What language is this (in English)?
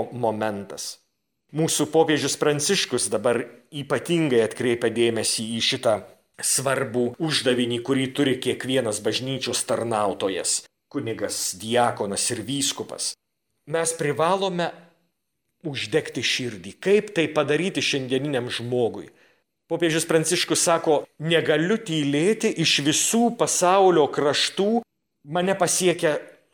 Lithuanian